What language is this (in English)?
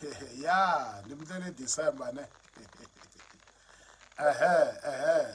Tsonga